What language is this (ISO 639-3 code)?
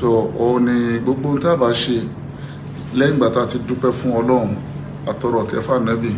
yor